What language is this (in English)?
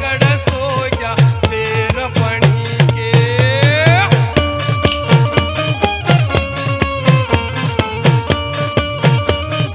Bhojpuri